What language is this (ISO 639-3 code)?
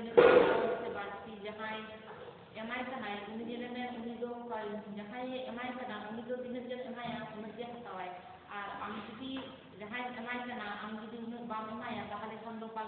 sat